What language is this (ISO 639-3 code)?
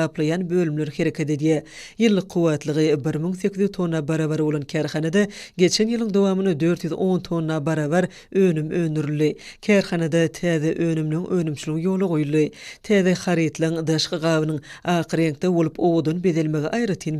tuk